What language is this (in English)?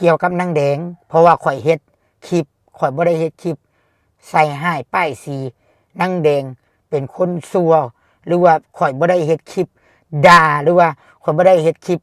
Lao